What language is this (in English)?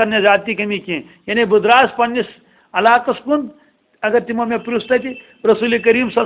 Kashmiri